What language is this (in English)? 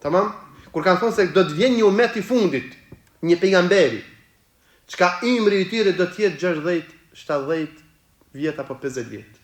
Albanian